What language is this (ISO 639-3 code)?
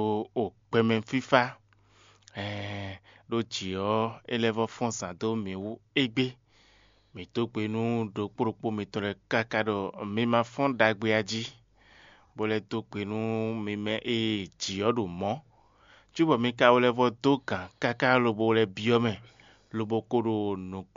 fon